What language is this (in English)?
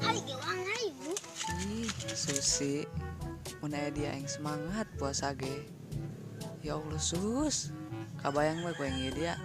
Sundanese